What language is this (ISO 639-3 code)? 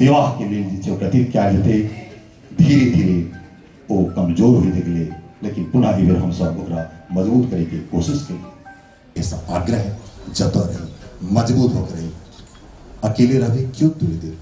mai